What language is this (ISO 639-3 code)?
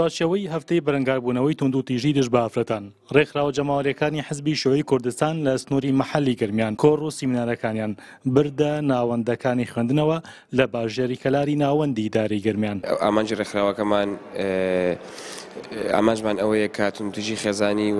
ckb